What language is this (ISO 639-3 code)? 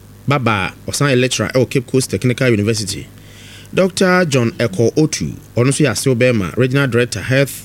aka